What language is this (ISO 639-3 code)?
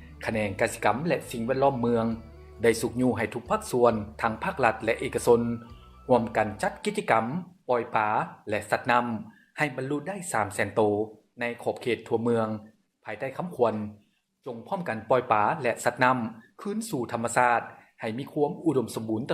lao